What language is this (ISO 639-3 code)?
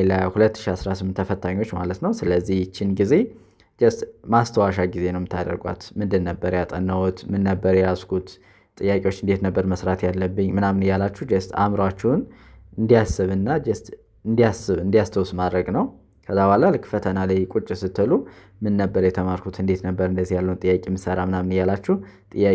amh